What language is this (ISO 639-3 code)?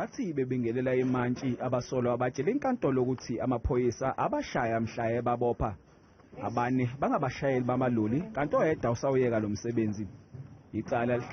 zul